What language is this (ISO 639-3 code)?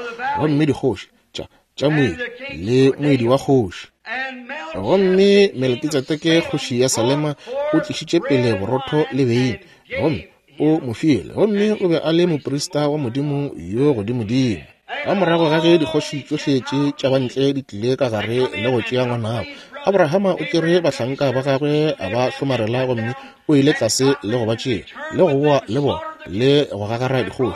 nso